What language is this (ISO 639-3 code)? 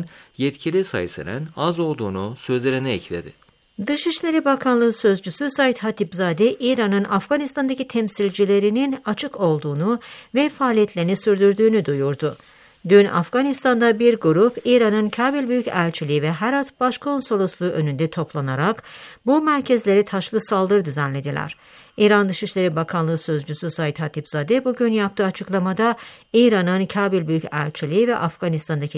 tur